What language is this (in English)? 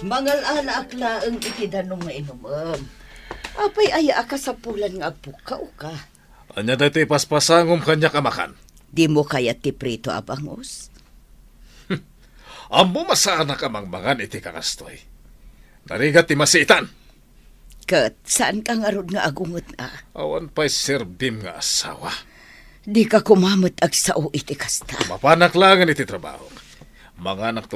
Iloko